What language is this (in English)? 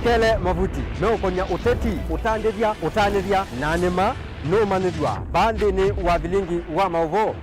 Kamba